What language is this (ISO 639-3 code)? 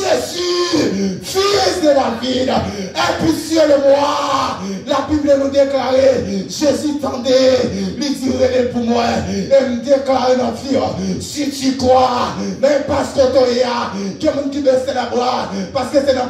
hat